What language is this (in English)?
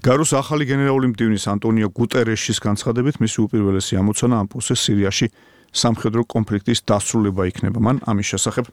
Georgian